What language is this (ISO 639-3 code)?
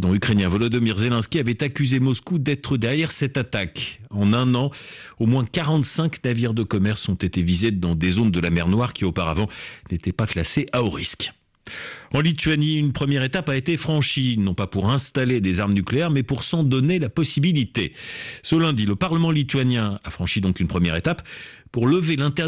fra